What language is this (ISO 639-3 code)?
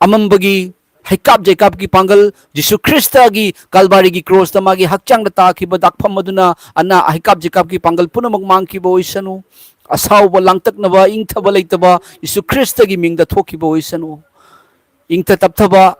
mni